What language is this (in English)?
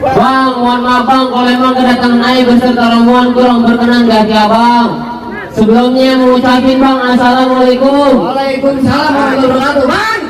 Betawi